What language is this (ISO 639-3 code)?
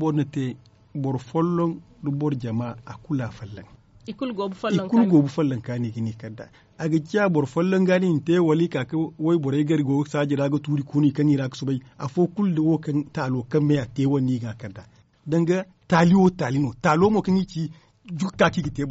dje